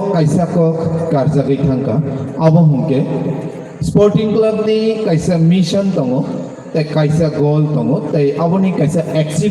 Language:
Kok Borok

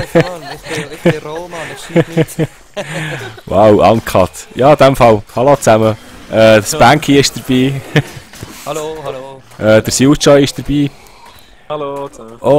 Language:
Swiss German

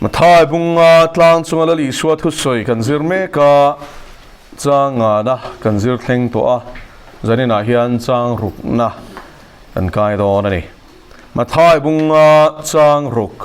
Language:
Mizo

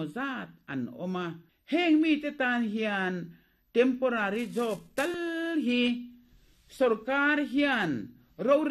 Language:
Mizo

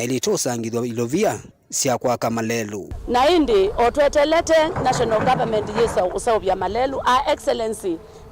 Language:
Kamba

